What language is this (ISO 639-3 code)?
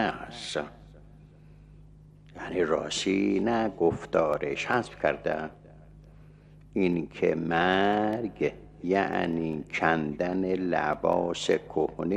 fas